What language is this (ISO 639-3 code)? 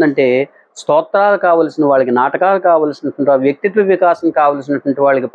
tel